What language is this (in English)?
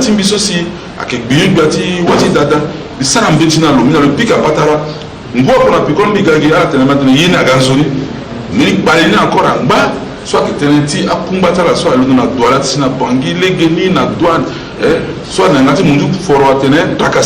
Sango